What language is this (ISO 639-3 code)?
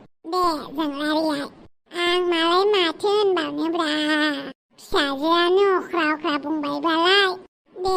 brx